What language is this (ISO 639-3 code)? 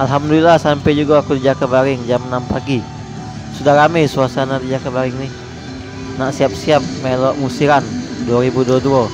mui